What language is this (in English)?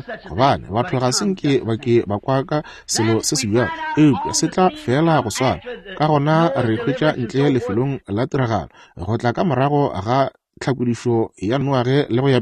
Northern Sotho